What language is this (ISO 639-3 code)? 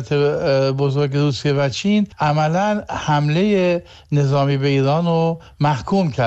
fas